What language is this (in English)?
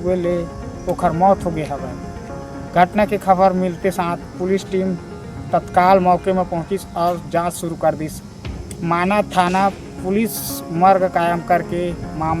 Chhattisgarhi